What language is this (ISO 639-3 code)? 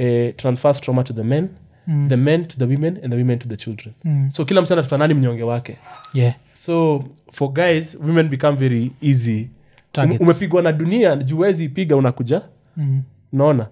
swa